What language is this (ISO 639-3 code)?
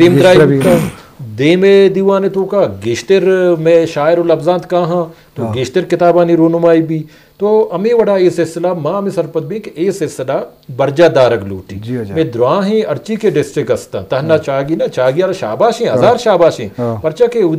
bgp